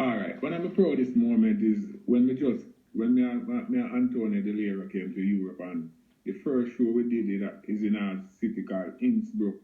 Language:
Jamaican Creole English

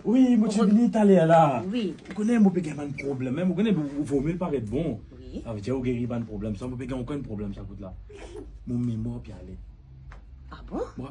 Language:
Morisyen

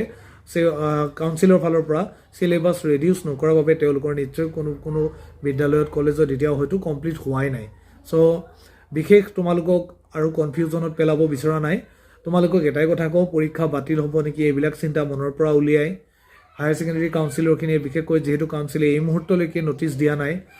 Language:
Assamese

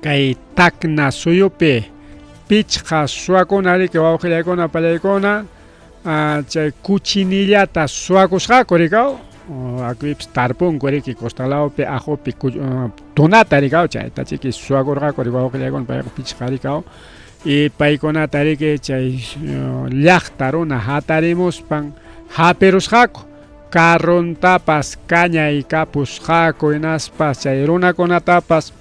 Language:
Ayacucho Quechua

